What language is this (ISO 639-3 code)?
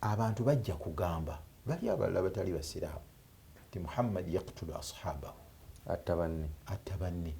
lug